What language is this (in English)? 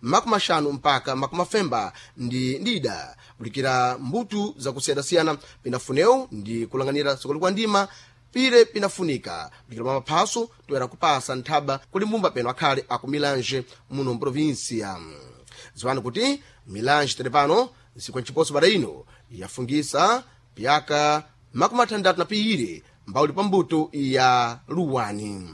Sena